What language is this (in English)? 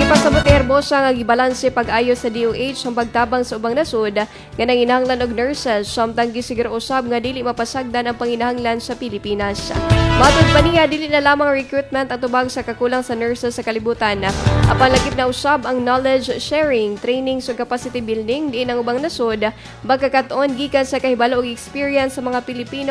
Cebuano